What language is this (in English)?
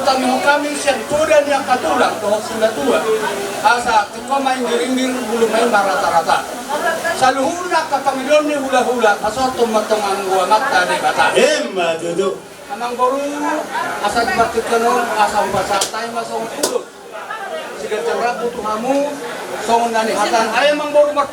Batak Toba